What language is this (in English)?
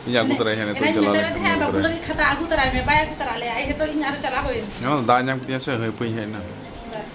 Santali